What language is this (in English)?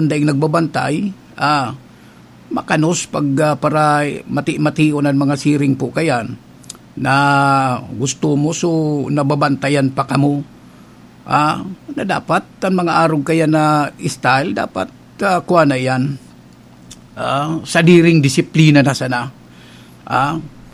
Bikol